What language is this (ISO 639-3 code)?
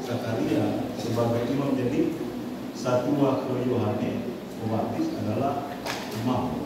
nia